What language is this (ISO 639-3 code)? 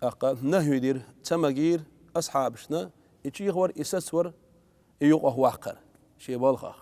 che